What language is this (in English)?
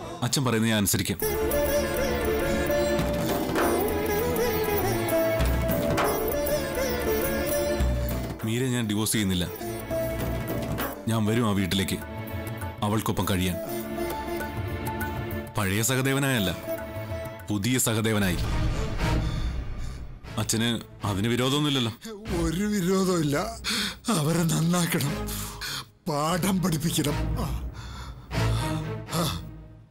Malayalam